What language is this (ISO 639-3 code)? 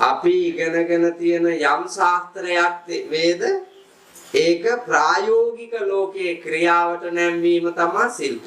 sin